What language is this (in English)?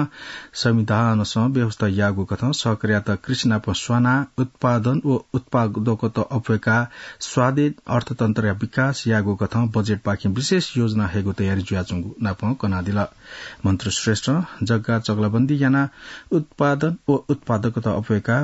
Newari